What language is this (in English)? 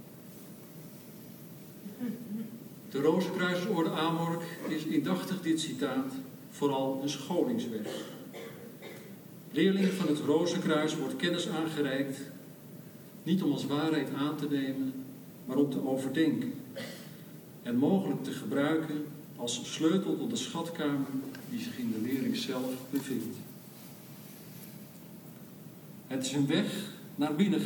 Dutch